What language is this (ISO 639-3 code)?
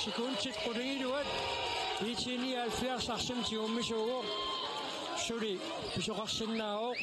kal